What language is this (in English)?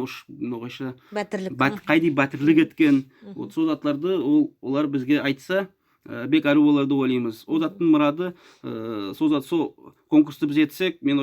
Nogai